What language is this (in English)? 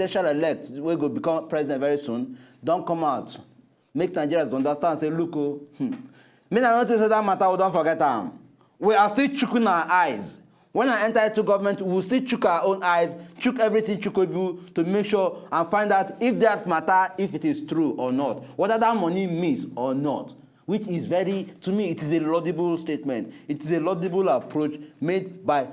Nigerian Pidgin